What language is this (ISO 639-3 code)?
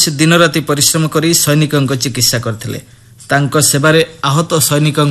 ori